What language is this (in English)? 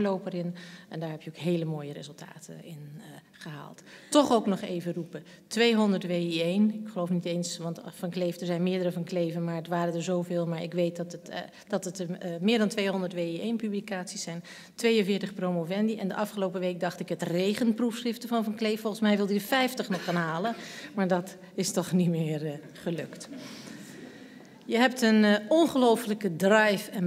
Dutch